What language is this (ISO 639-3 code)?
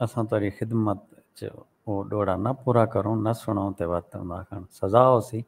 skr